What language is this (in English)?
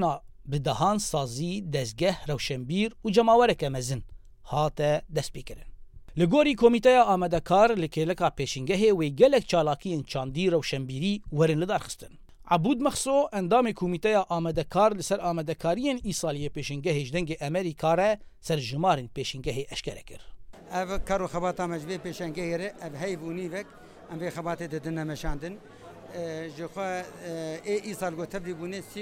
Kurdish